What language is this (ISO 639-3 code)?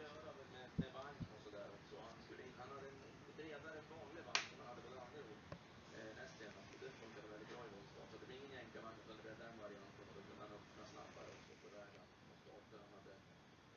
swe